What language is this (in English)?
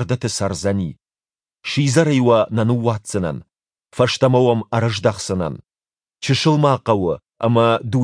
Ossetic